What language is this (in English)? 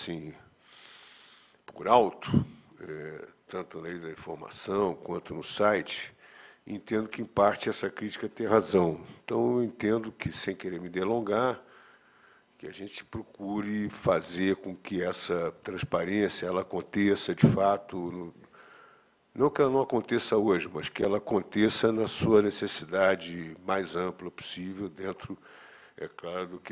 Portuguese